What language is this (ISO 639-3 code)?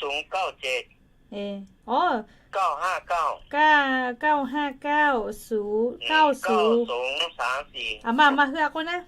lhu